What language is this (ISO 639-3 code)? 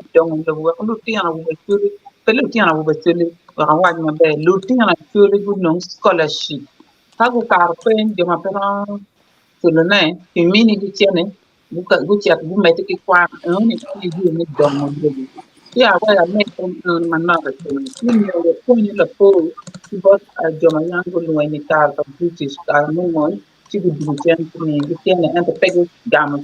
ach